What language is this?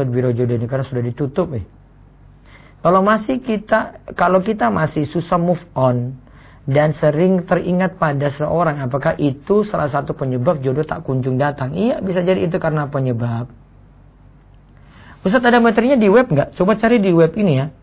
Indonesian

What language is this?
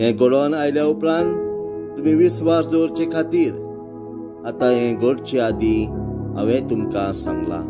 Konkani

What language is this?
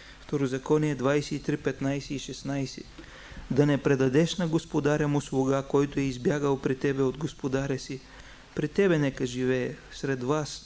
Bulgarian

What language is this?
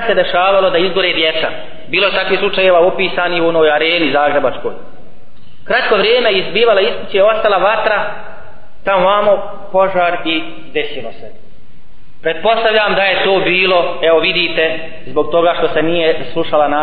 Bosnian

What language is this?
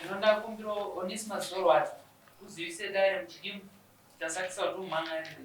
Shona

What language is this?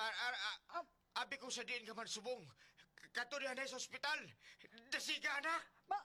Hiligaynon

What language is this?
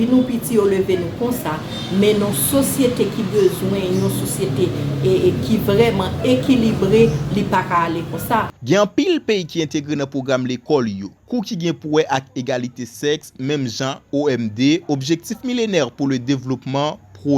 Haitian Creole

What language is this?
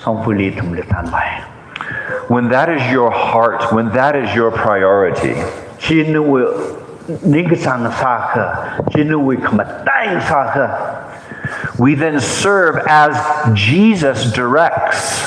Tangkhul Naga (India)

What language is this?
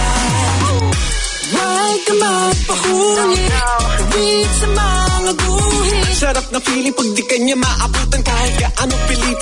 Filipino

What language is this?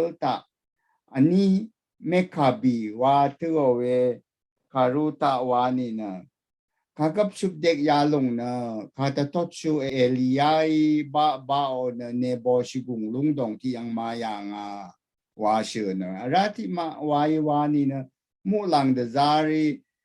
Rawang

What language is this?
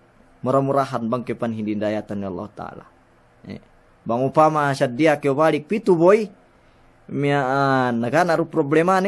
Yakan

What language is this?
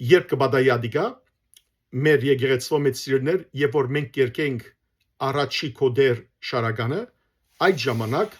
Western Armenian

